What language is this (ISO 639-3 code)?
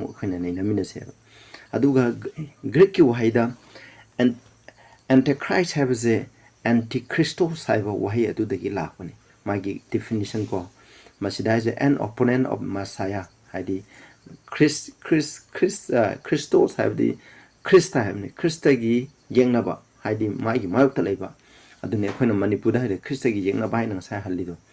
mni